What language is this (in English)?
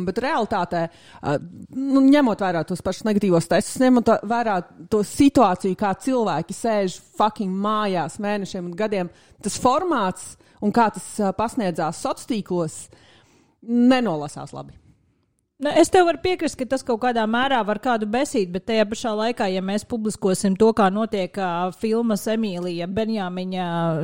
Latvian